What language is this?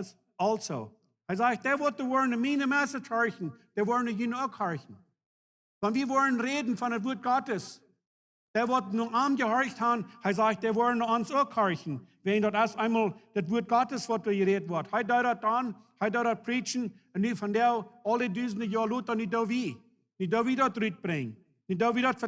Plautdietsch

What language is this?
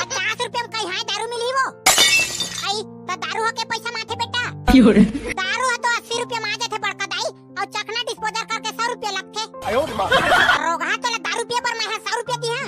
Chhattisgarhi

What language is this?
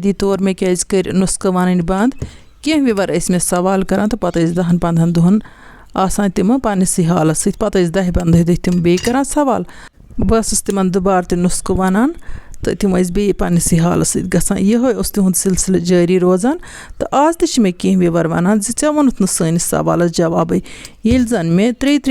Kashmiri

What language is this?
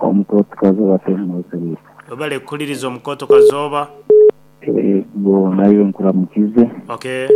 Nyoro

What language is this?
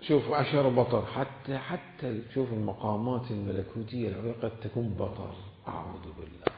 Mesopotamian Arabic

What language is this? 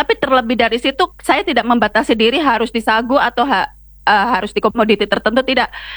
Indonesian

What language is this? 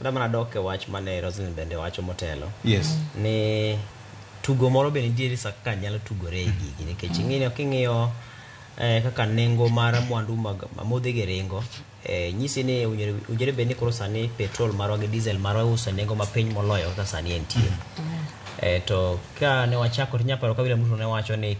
Luo (Kenya and Tanzania)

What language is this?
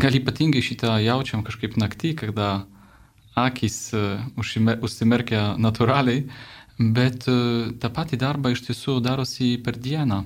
Lithuanian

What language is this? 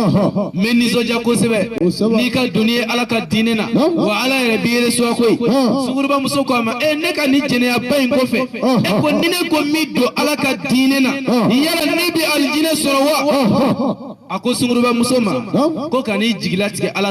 Bambara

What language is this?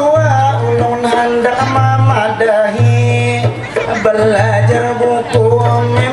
Banjar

